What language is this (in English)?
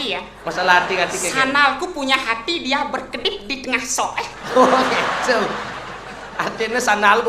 Balinese